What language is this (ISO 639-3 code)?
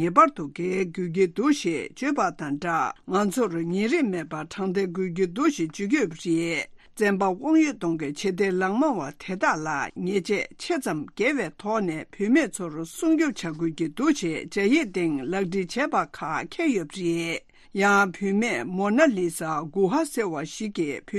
bod